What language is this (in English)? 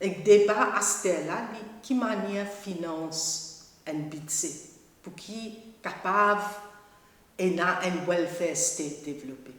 Morisyen